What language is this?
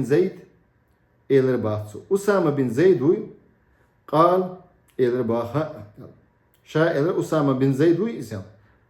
Chechen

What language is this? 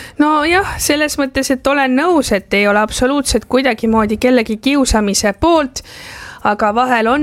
Estonian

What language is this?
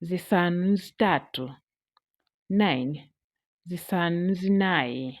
Nyanja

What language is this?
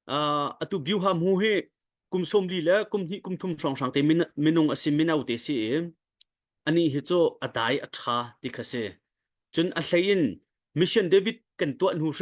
Hakha Chin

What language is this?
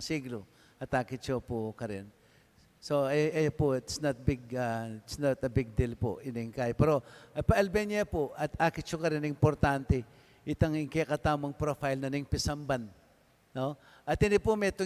Pampanga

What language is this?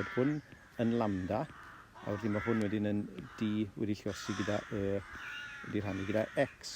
Welsh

